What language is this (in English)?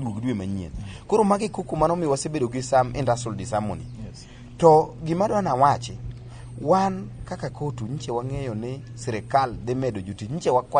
Luo (Kenya and Tanzania)